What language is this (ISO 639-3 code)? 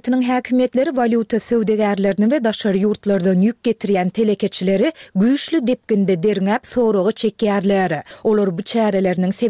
tuk